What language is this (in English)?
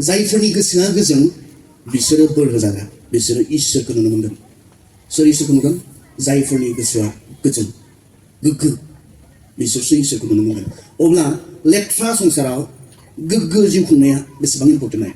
Bodo